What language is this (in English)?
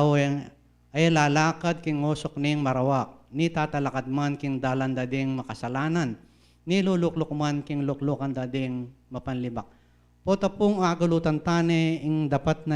Pampanga